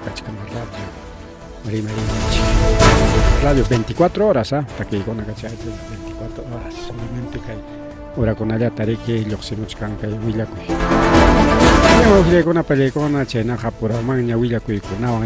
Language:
Ayacucho Quechua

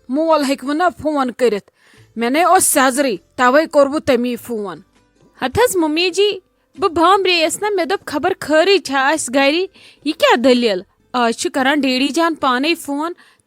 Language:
Kashmiri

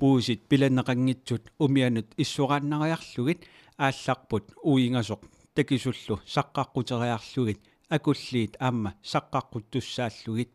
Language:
Kalaallisut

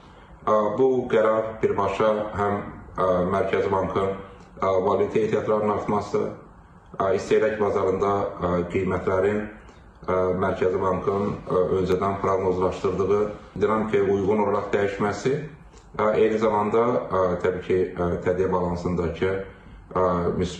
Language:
Azerbaijani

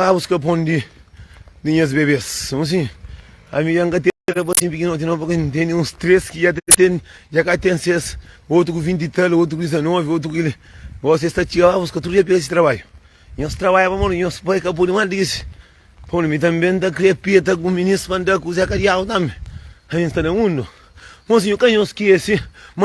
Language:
Kabuverdianu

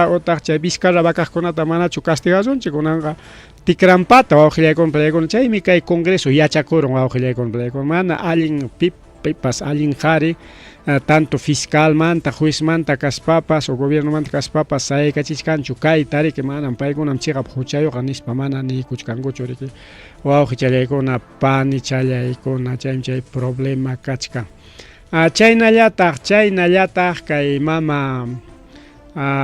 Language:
Ayacucho Quechua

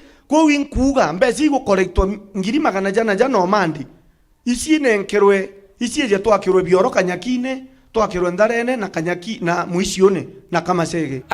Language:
Meru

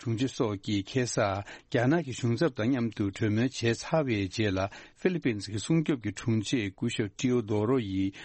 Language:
Tibetan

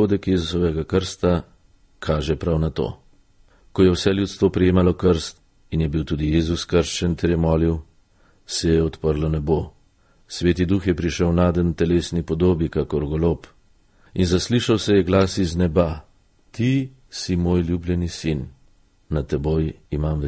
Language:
Slovenian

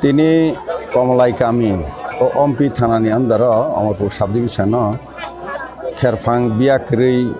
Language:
Kok Borok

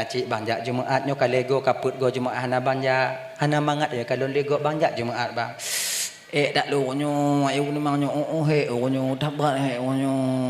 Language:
Achinese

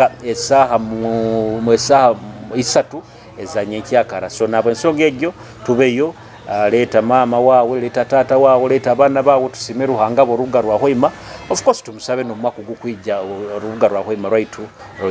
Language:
Nyoro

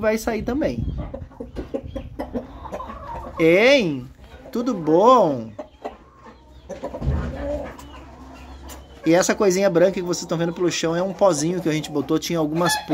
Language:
Portuguese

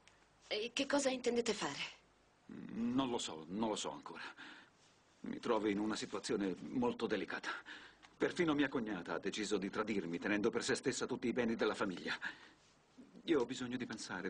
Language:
Italian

